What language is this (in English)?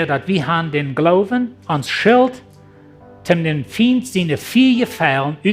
Plautdietsch